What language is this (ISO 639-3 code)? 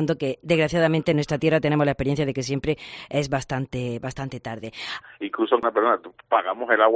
spa